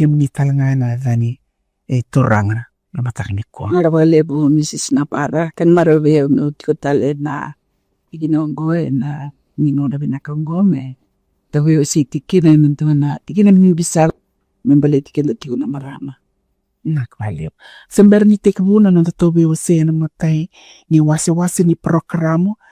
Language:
Fijian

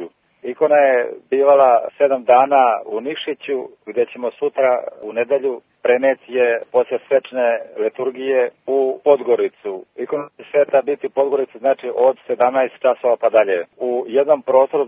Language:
Serbian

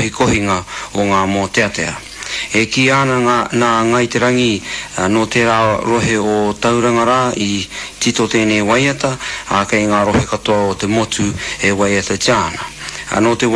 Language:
Māori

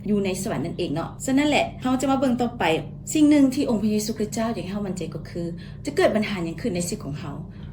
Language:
Lao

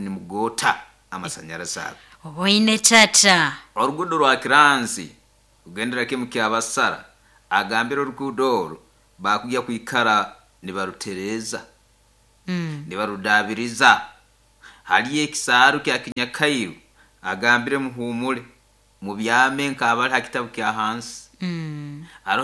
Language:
Nyoro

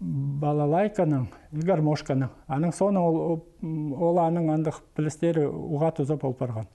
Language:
Khakas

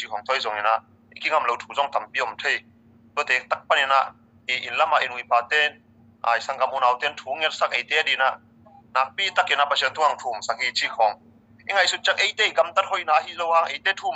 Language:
Tedim Chin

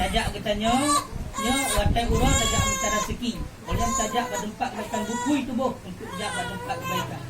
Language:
Achinese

